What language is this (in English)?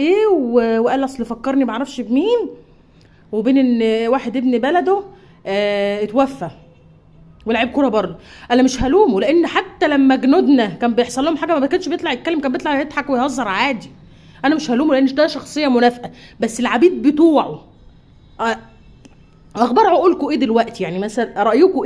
Egyptian Arabic